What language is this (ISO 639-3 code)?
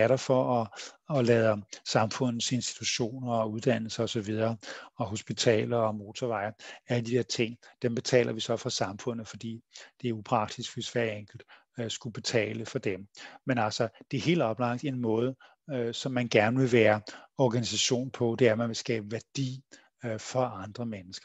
dan